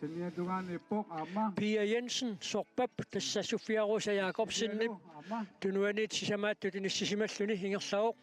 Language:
Kalaallisut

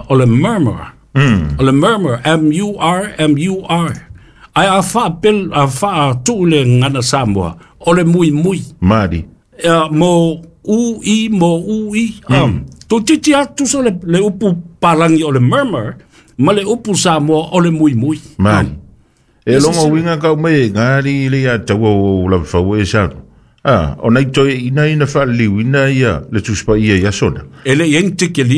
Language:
Samoan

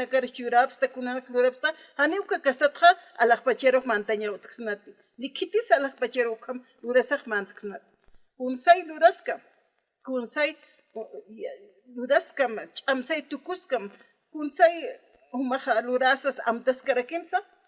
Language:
Aymara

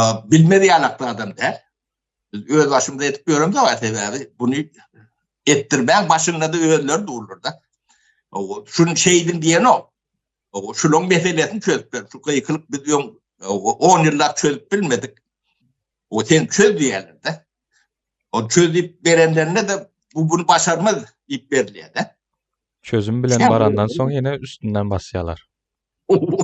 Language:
Turkmen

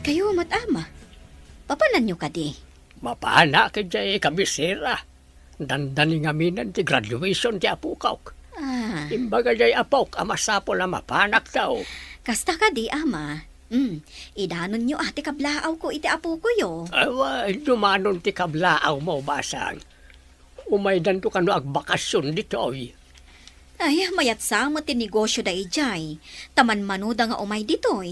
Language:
Iloko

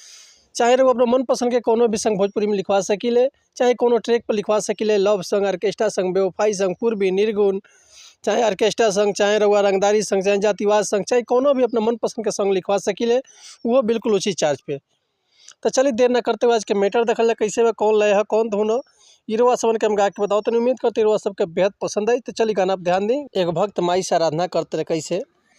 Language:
Bhojpuri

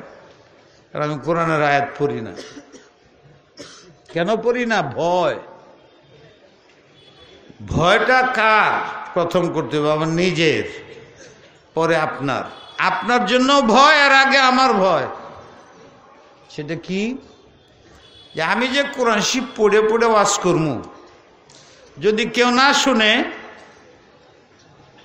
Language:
Bangla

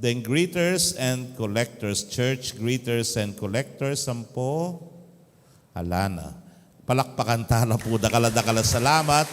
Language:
Pampanga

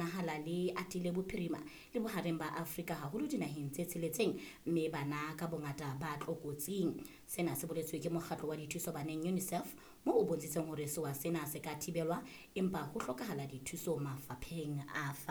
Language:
Southern Sotho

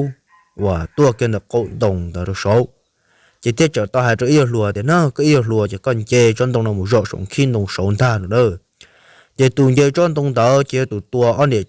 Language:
Hmong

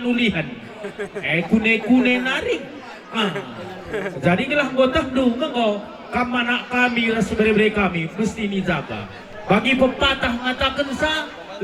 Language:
Batak Karo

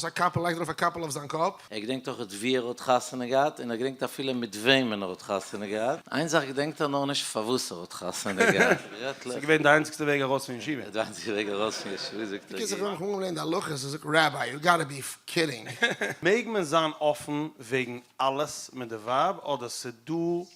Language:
Yiddish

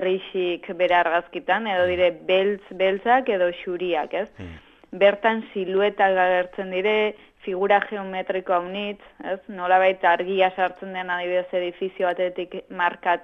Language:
Basque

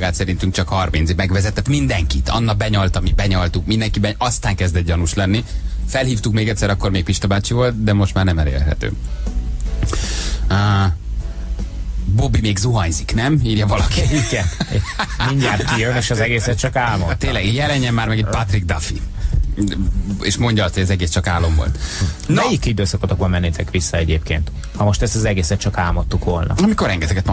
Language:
Hungarian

